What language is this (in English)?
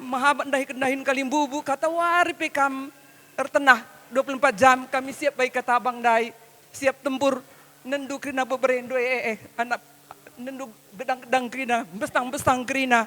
Batak Karo